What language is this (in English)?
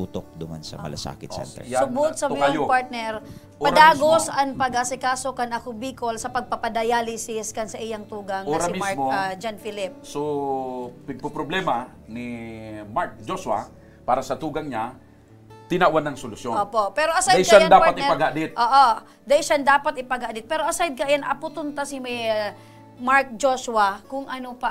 Bikol